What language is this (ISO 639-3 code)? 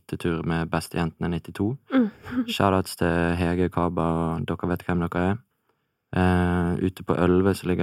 nor